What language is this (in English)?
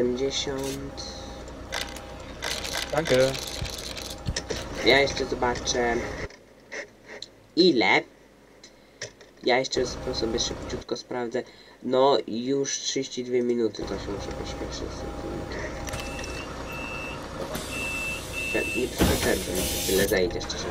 Polish